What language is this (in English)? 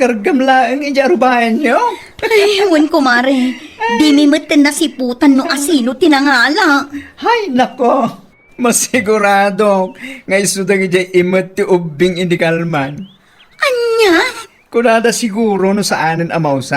Iloko